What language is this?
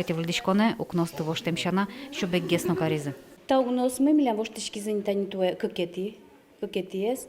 Udmurt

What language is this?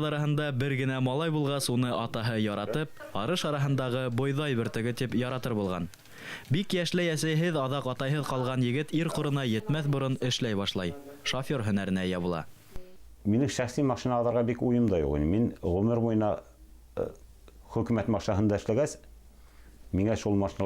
Bashkir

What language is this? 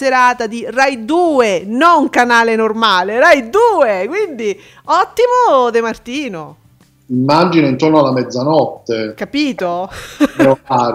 Italian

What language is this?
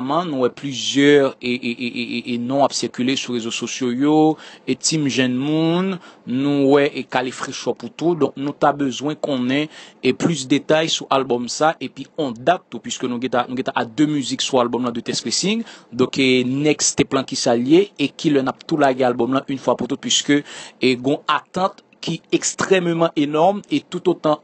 Haitian Creole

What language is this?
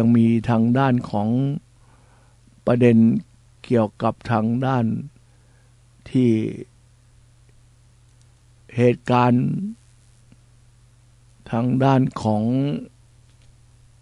Thai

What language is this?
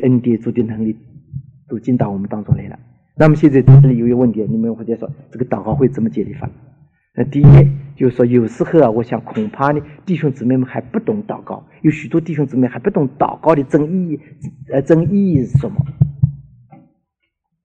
Chinese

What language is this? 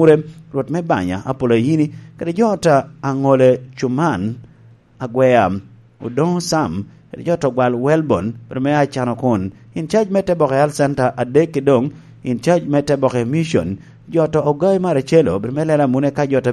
Lango (Uganda)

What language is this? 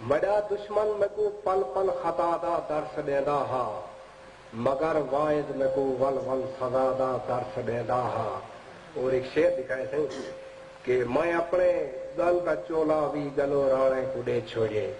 Saraiki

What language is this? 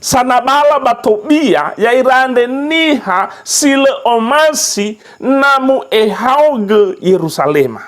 Nias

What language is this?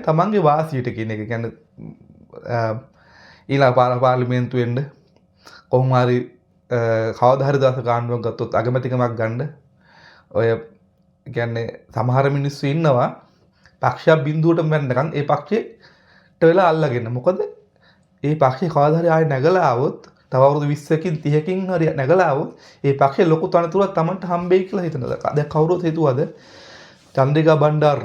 Sinhala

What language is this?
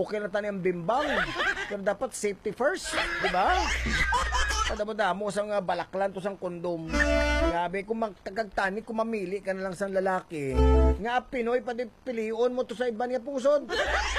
Hiligaynon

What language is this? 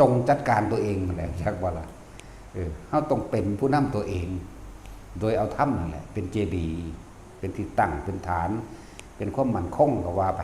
Northeastern Thai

